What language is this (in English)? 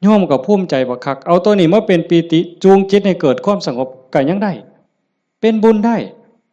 Northeastern Thai